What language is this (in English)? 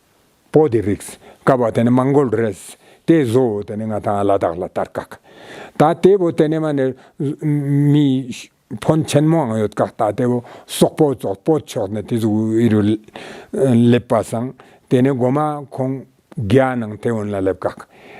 Ladakhi